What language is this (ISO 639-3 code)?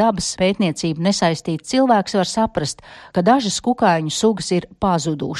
lav